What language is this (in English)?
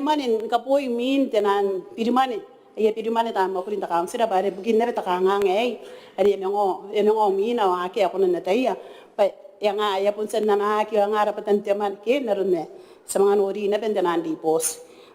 Gilbertese